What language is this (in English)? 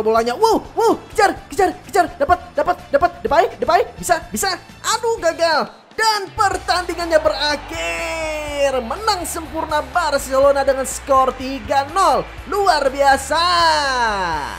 Indonesian